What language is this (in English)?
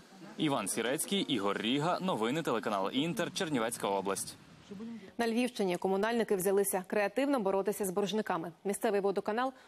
Ukrainian